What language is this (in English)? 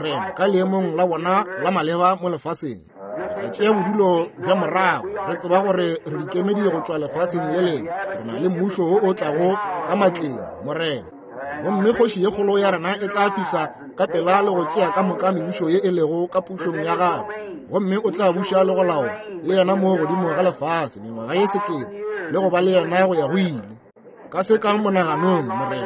Northern Sotho